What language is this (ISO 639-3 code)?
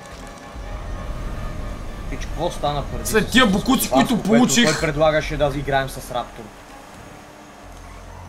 bul